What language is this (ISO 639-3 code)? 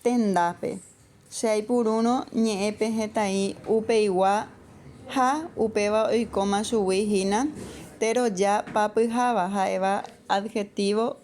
grn